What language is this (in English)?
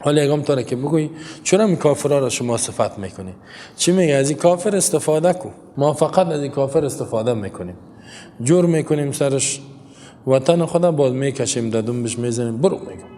Persian